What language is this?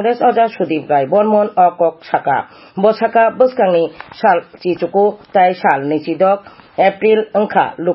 Kok Borok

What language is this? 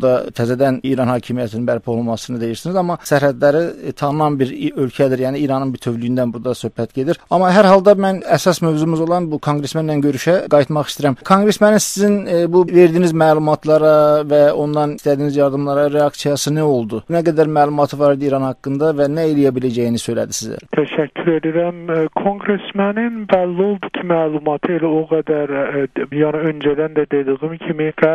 South Azerbaijani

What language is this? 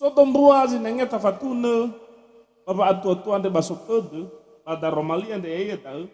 Nias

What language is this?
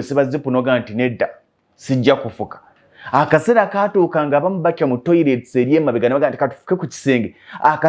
Ganda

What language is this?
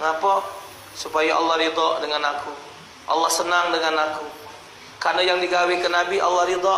Musi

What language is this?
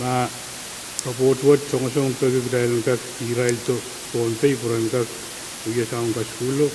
Pohnpeian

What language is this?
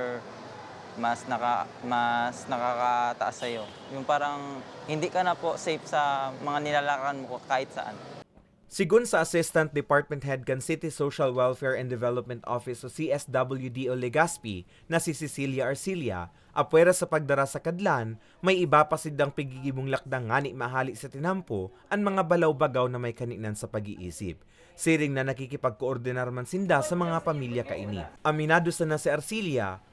Bikol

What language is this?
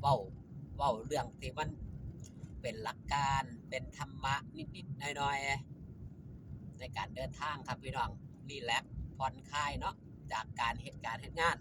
Northeastern Thai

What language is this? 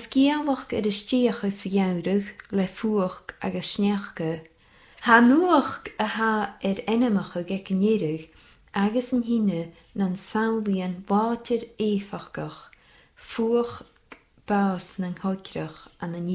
Scottish Gaelic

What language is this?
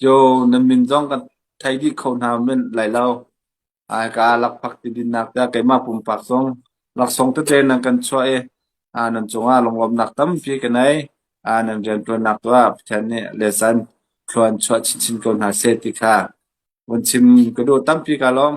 Hakha Chin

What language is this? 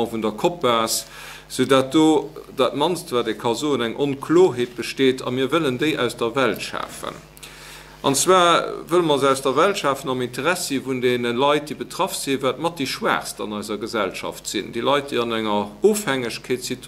Luxembourgish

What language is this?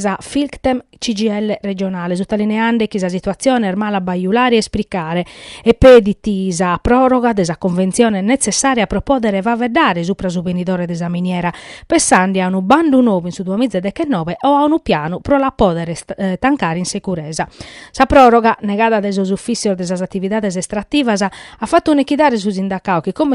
Sardinian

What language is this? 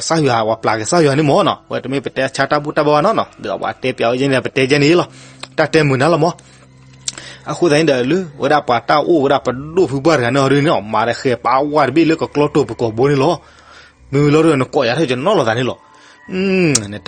S'gaw Karen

